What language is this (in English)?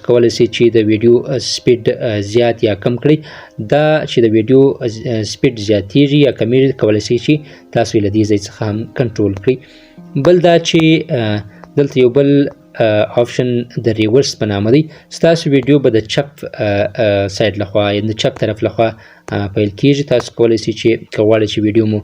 Pashto